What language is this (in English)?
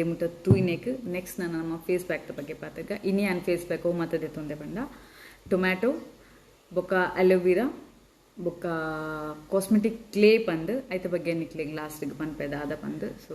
Tulu